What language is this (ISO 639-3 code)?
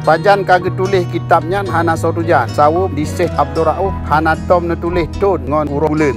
ace